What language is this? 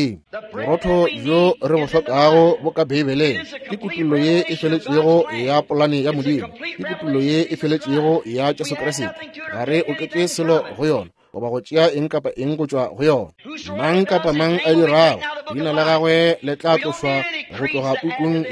Northern Sotho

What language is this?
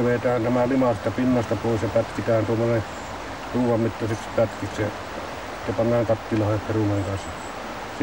Finnish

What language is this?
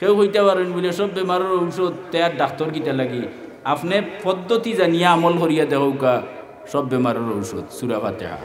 Sylheti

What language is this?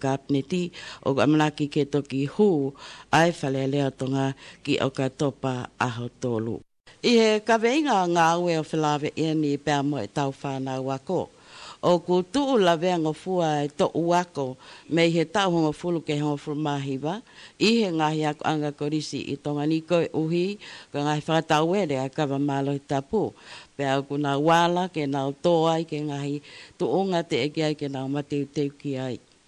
Tongan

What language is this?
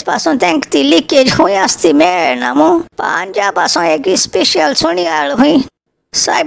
Konkani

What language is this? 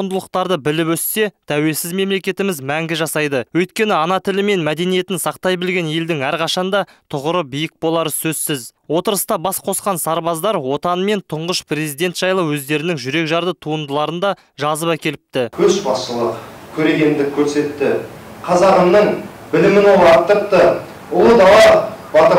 Kazakh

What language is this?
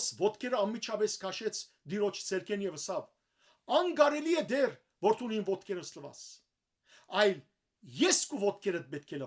Western Armenian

